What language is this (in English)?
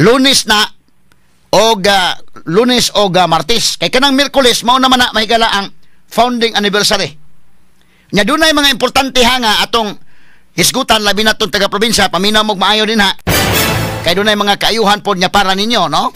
Cebuano